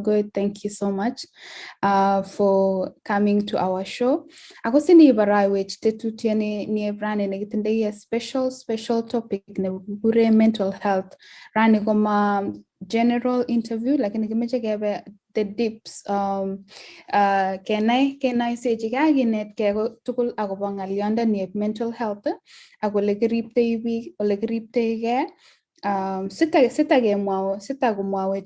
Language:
Kalenjin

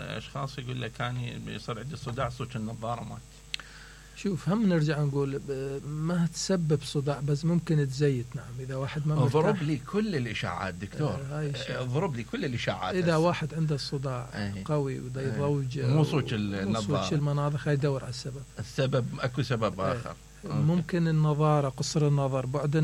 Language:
Mesopotamian Arabic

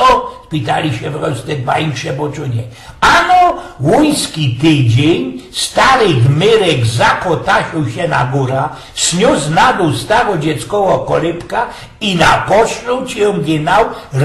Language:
Silesian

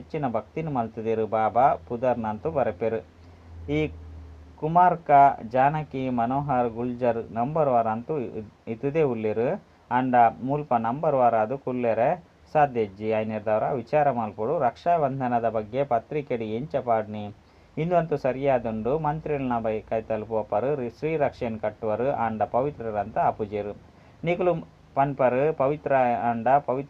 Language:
Tulu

